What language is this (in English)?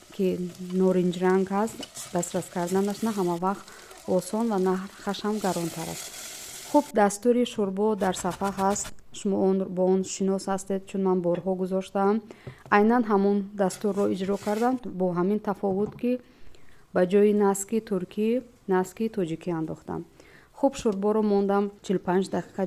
Tajik